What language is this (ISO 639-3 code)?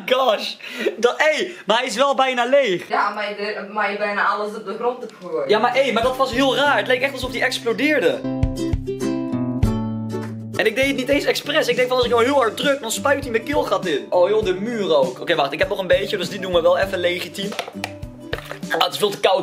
nld